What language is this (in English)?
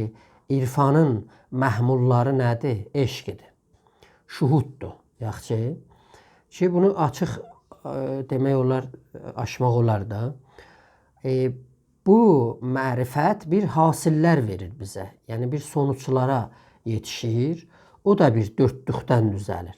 South Azerbaijani